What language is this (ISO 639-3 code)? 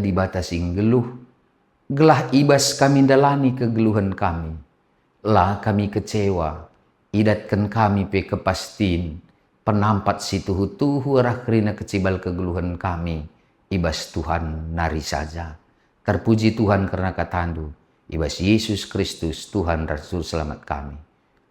btx